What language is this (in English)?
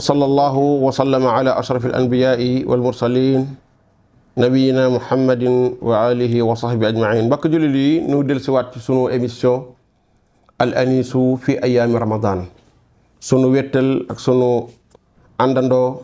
Wolof